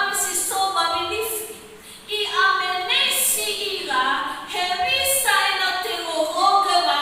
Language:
Nias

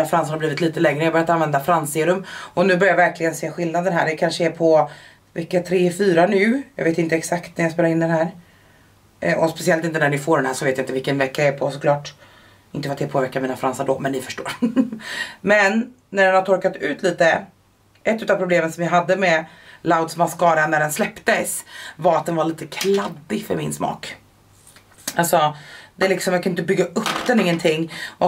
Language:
Swedish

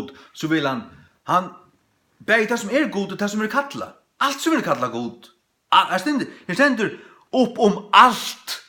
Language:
Faroese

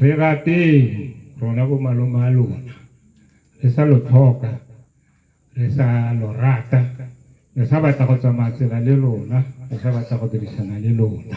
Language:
Tswana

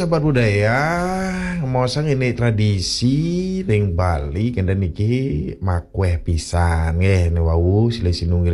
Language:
Balinese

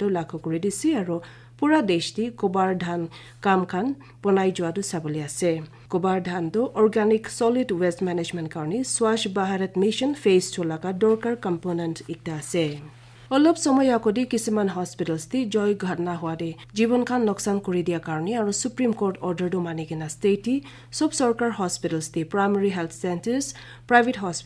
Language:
Naga Pidgin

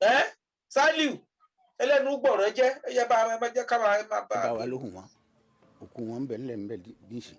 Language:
Yoruba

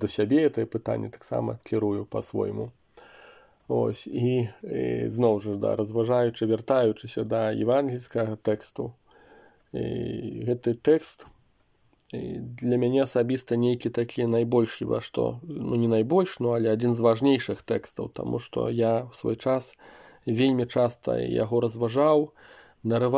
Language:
Belarusian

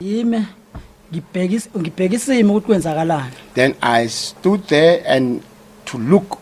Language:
Venda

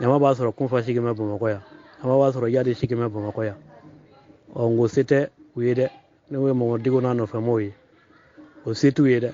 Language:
Bambara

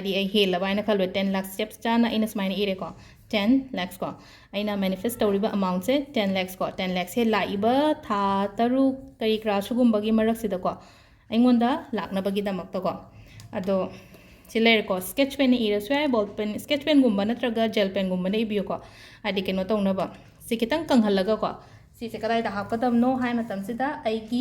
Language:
Manipuri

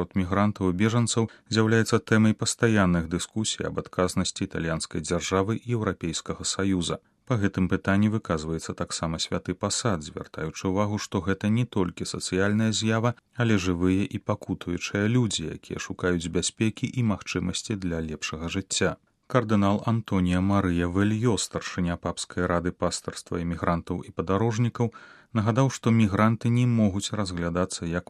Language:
Belarusian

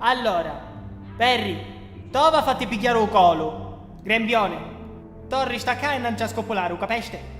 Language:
Sicilian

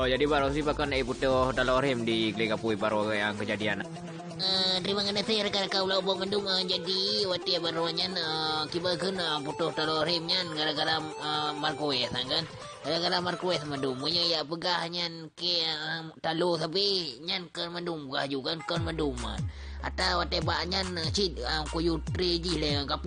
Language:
Achinese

